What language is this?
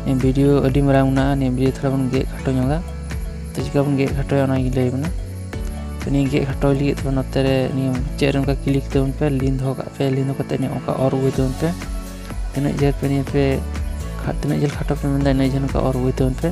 Santali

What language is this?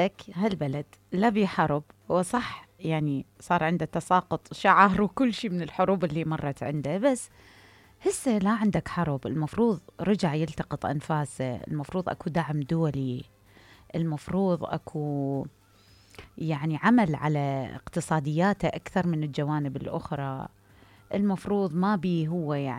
Mesopotamian Arabic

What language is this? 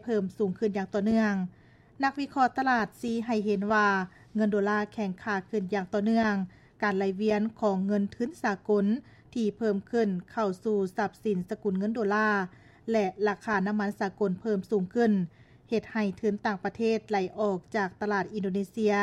Lao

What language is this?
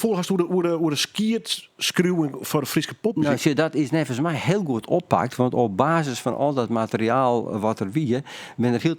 Western Frisian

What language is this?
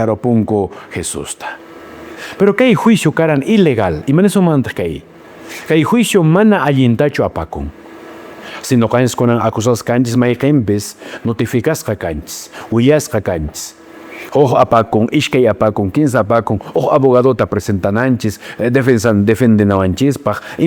Quechua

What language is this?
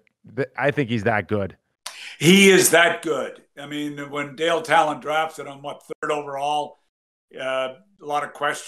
English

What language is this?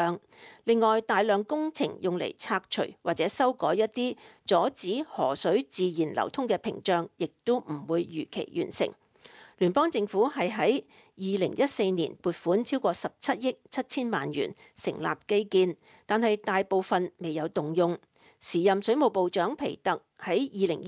Cantonese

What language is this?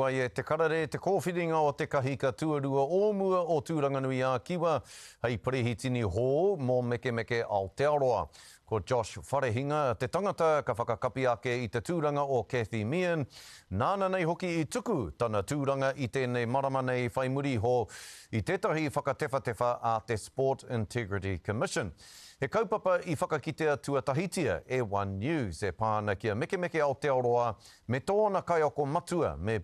Māori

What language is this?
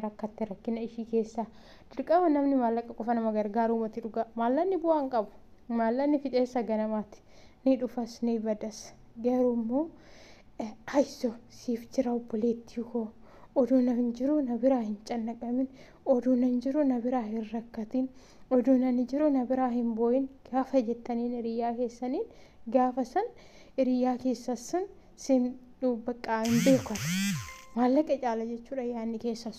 Oromo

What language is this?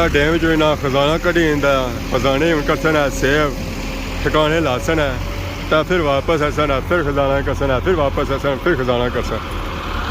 Pahari-Potwari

